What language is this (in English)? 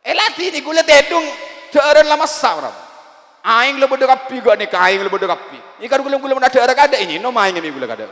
Madurese